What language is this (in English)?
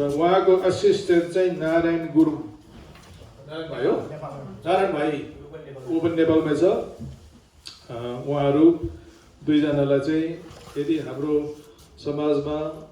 Nepali